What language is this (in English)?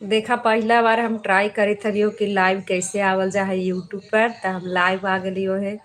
Magahi